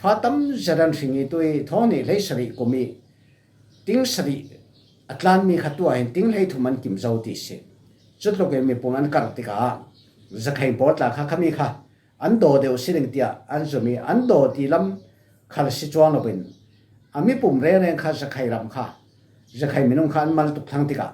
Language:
Falam Chin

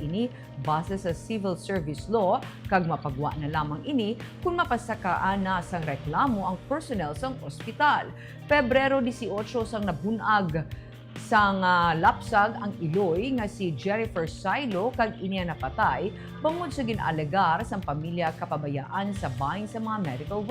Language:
Hiligaynon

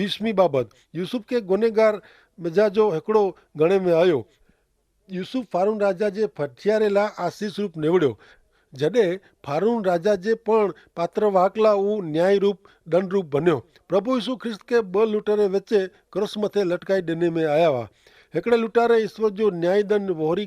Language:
Kachhi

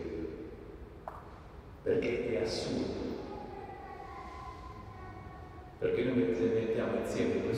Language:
Italian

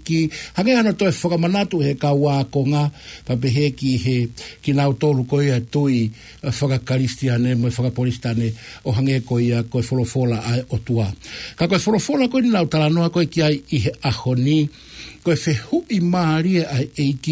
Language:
Tongan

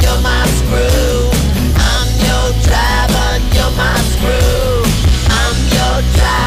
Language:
English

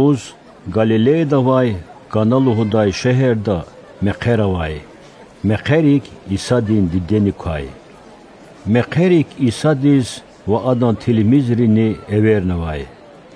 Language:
Lezghian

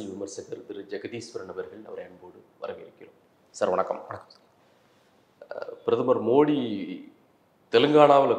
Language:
Tamil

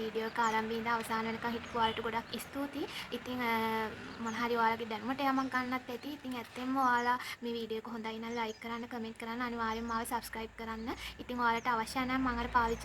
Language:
Sinhala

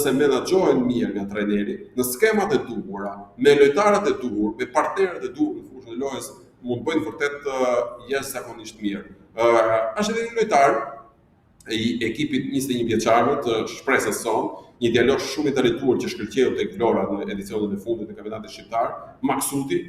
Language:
Albanian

